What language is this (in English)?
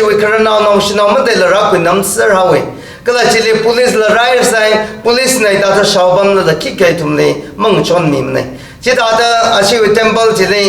Tangkhul Naga (India)